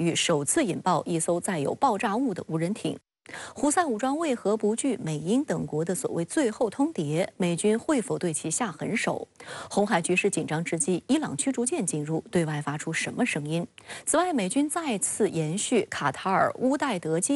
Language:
Chinese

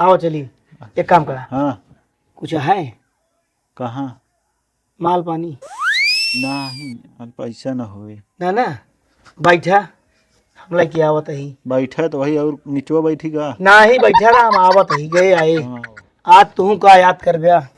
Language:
Awadhi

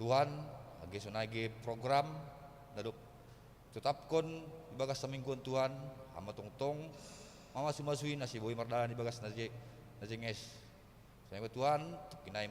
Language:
Batak Simalungun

